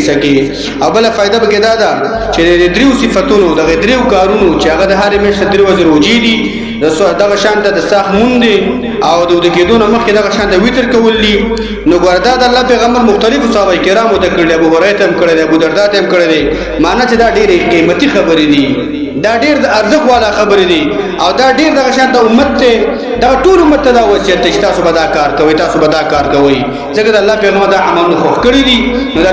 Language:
Pashto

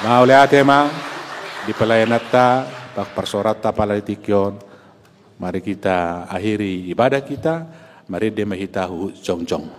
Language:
Batak Toba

